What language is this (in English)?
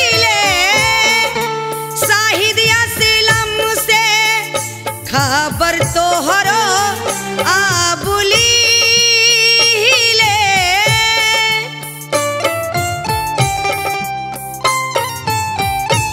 Bhojpuri